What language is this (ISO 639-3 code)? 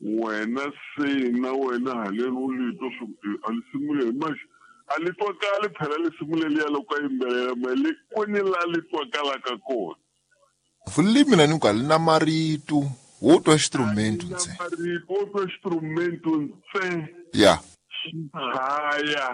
tso